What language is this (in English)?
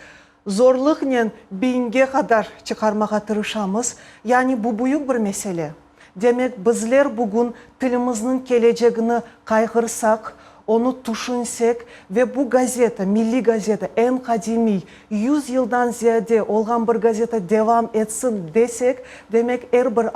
Crimean Tatar